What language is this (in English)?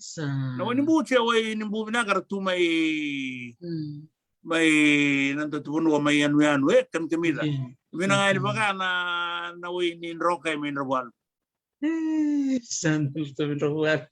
Fijian